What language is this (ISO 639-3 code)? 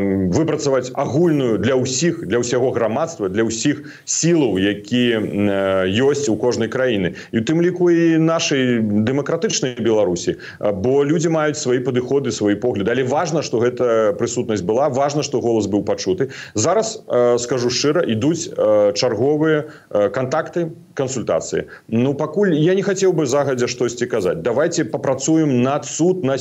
bel